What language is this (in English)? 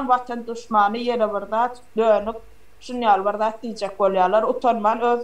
Turkmen